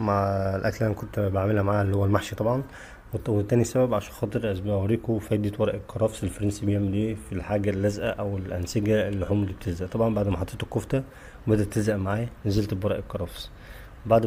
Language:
Egyptian Arabic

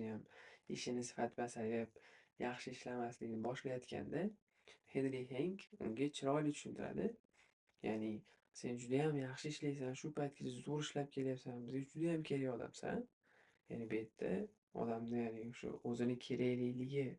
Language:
Uzbek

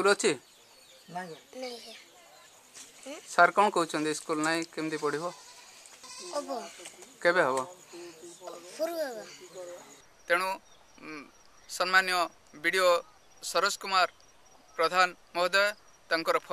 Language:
Odia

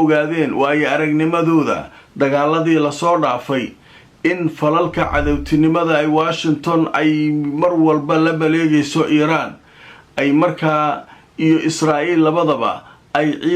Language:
Somali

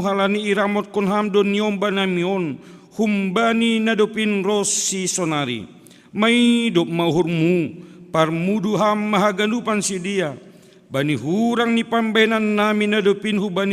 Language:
Batak Simalungun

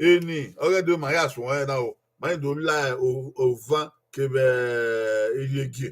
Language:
Bini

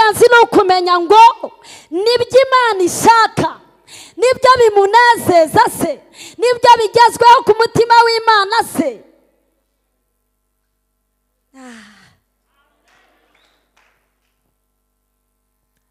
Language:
Kinyarwanda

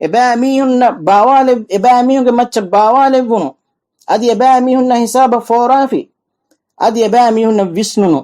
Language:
Divehi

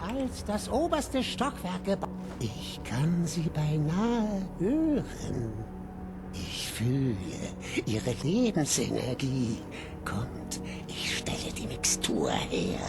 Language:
Bavarian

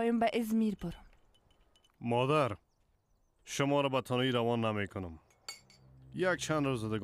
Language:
Persian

